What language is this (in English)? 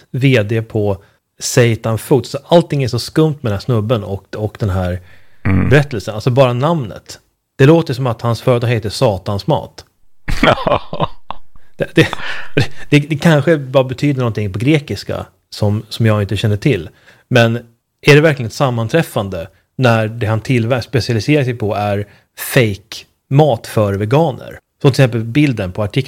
Swedish